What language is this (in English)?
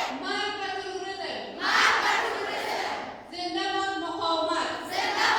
Persian